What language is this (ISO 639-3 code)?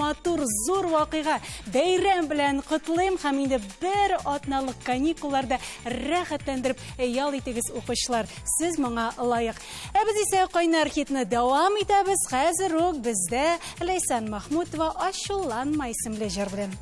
tat